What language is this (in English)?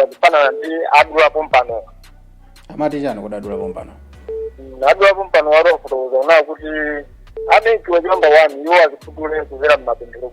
Nyanja